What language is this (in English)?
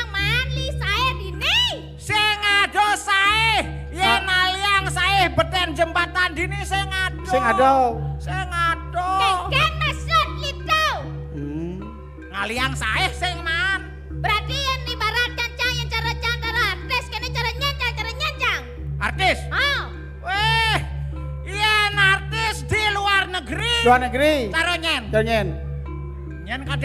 Balinese